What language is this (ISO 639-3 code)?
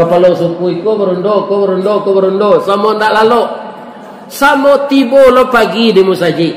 min